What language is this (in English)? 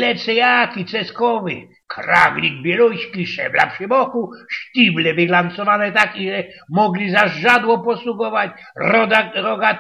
Silesian